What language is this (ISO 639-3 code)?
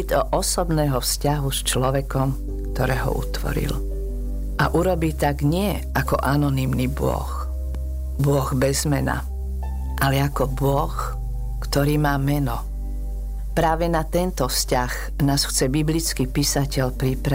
slk